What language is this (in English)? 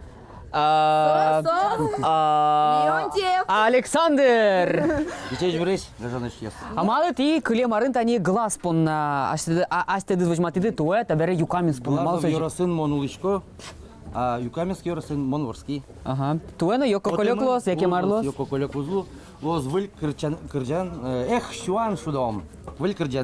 Udmurt